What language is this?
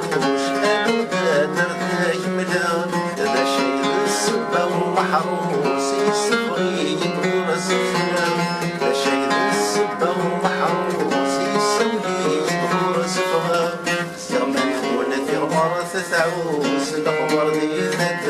Kabyle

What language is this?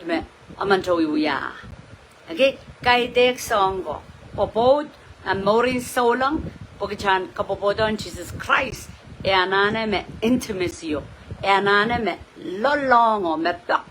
Pohnpeian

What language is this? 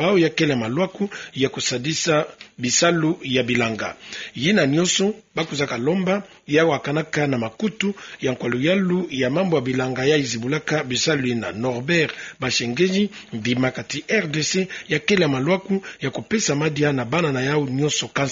Kituba (Democratic Republic of Congo)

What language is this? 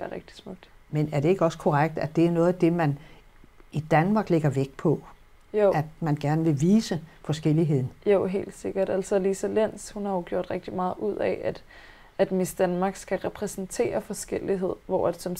Danish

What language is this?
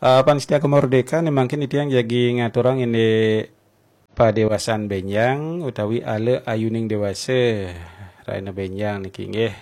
Balinese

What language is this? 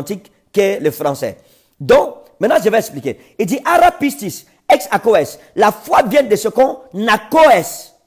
French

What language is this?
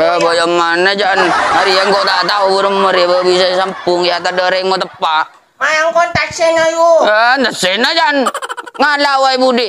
Madurese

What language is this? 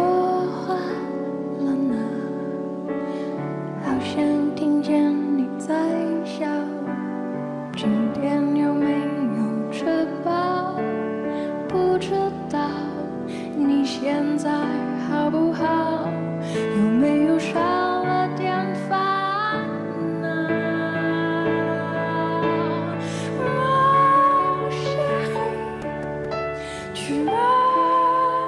Chinese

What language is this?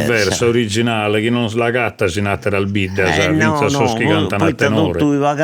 Sardinian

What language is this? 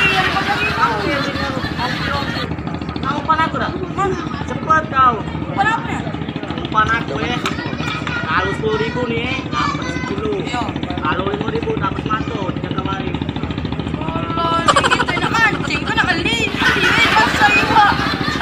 Musi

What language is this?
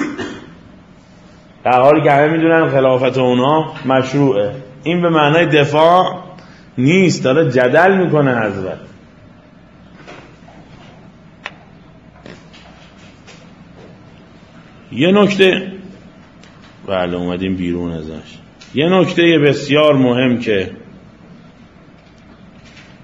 Persian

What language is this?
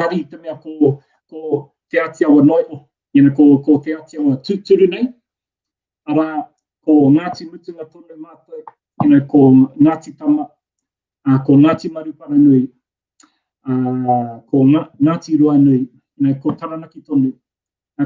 Māori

